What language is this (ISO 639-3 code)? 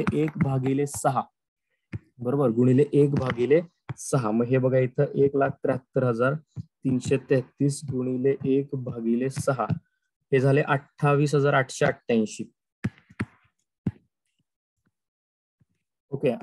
mar